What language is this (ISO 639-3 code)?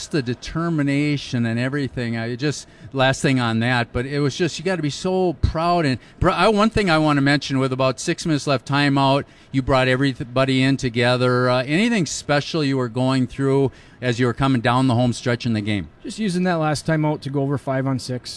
eng